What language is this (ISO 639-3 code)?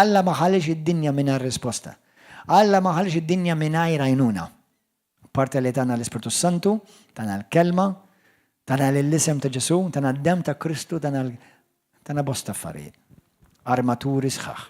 mlt